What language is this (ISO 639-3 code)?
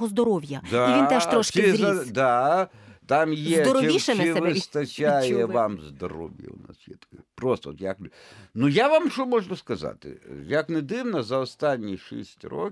ukr